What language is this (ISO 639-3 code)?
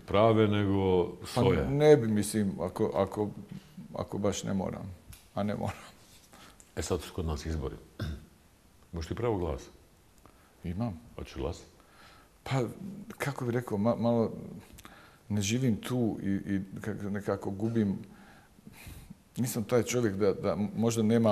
bos